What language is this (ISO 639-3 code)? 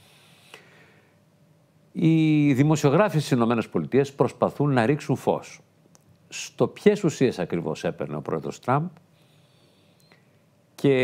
ell